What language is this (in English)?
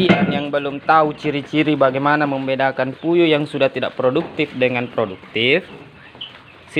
Indonesian